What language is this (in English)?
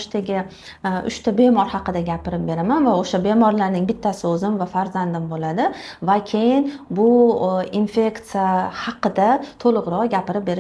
Uzbek